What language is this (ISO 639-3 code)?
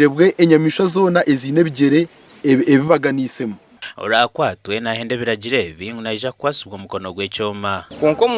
nyn